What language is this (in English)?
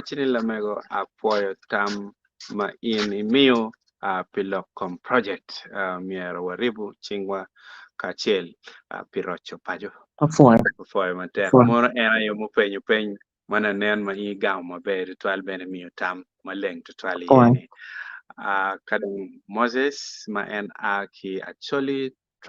Acoli